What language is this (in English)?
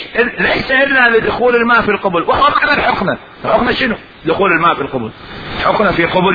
Mesopotamian Arabic